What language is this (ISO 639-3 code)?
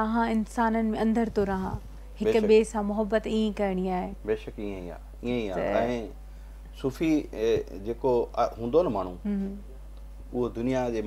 snd